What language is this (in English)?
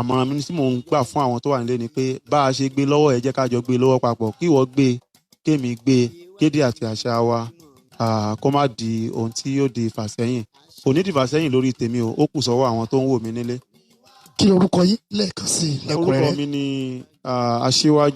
Yoruba